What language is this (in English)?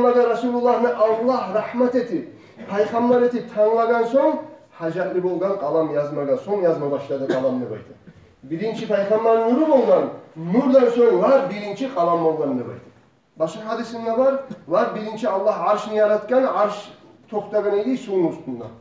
Kumyk